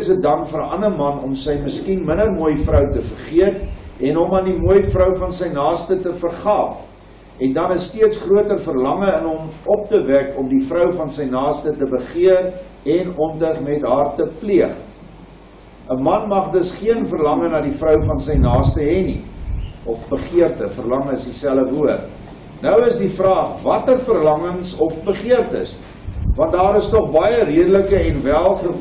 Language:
Afrikaans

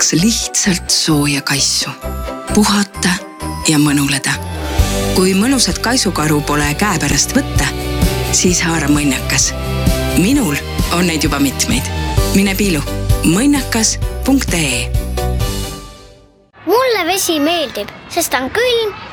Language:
Estonian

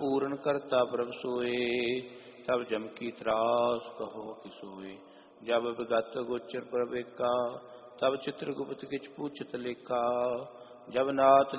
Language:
Punjabi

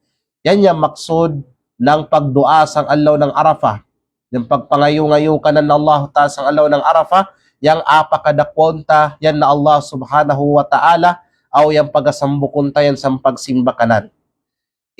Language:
Kalagan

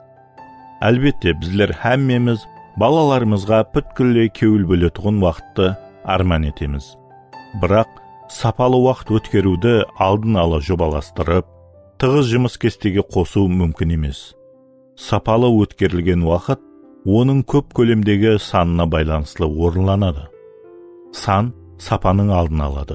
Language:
Kara-Kalpak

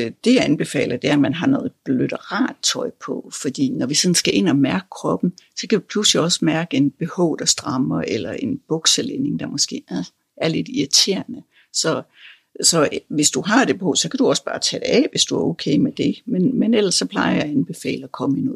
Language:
Danish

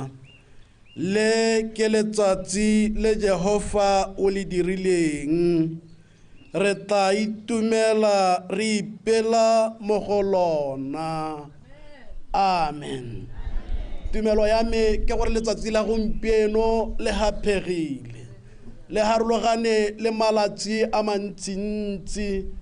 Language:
Tswana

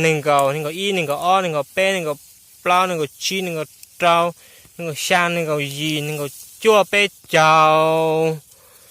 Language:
Hmong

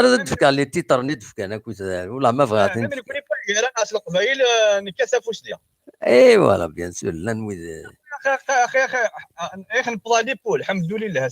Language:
Kabyle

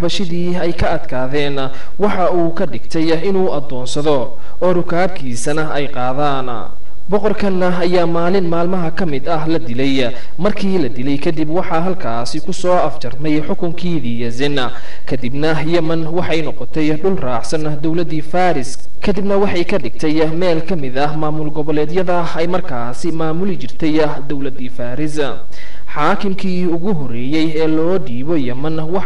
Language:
Somali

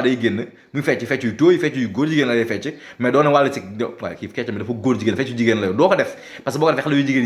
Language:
Wolof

